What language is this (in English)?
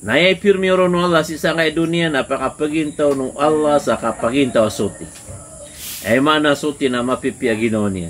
Maranao